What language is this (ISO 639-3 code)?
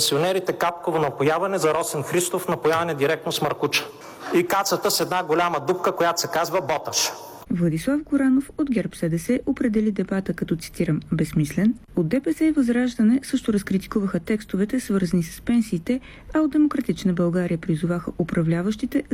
bul